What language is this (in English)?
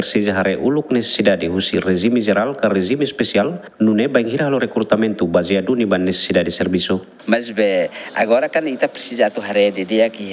Tetum